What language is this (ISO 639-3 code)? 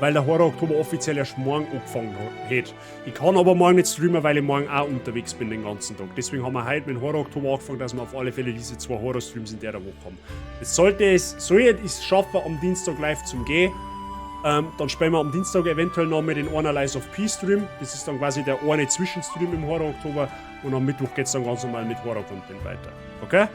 bar